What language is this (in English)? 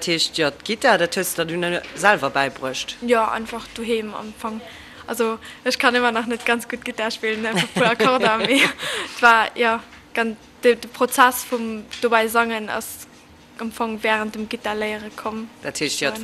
Luxembourgish